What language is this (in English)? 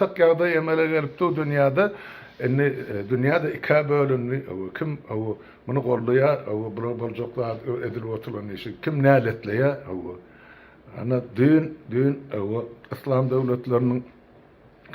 Turkmen